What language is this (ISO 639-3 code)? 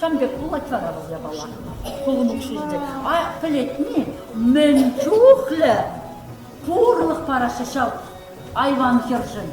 chv